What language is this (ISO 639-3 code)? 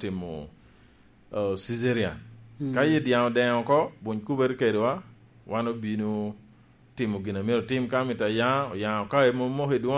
laj